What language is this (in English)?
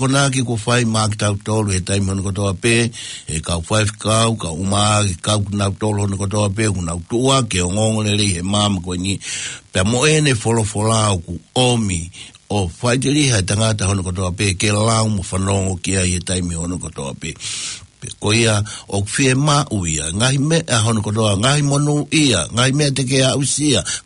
Tongan